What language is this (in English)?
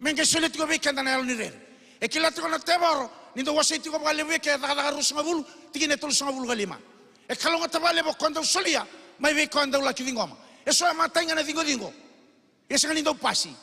Fijian